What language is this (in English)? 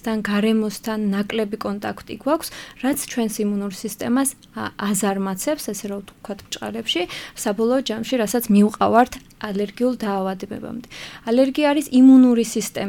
Georgian